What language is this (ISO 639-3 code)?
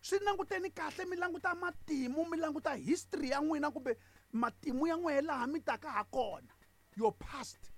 tso